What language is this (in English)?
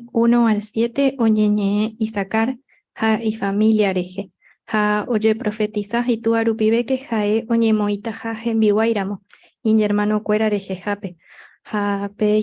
Guarani